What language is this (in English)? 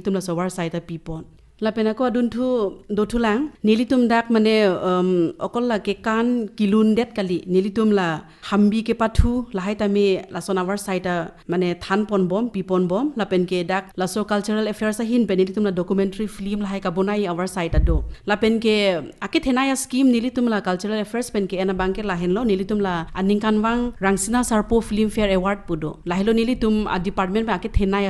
Karbi